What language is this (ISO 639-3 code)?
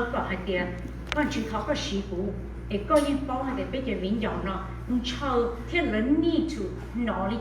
hmn